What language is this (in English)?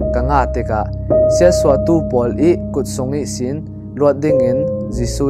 Falam Chin